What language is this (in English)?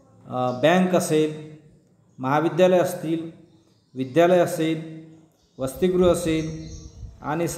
Marathi